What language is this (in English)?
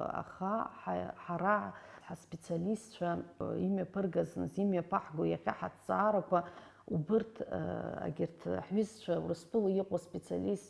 Abkhazian